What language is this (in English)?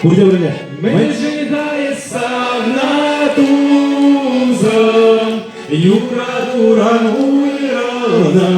Chuvash